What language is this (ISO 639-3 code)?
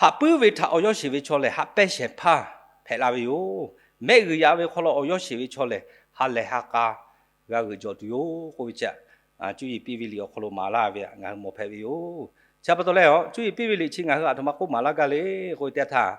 lhu